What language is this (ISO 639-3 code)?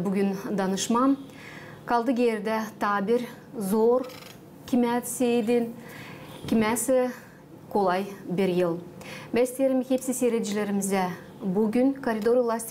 gag